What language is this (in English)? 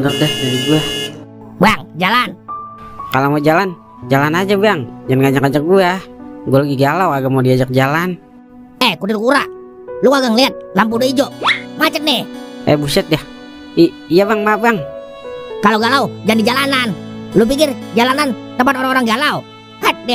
Betawi